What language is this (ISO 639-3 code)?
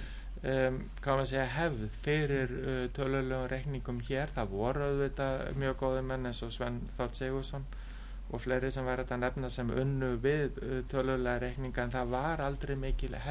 isl